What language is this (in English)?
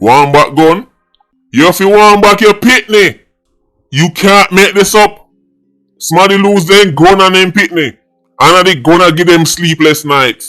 Jamaican Creole English